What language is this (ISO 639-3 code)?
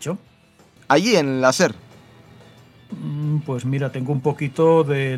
spa